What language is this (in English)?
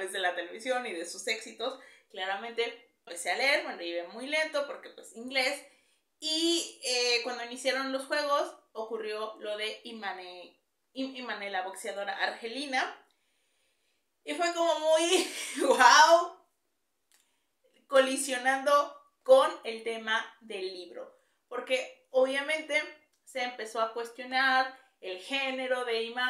Spanish